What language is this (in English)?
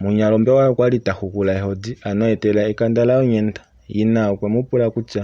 Kuanyama